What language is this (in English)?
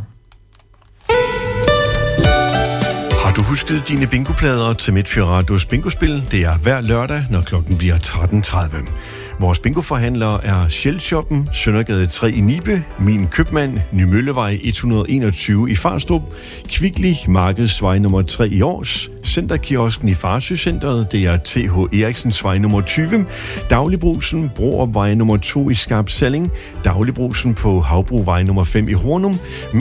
Danish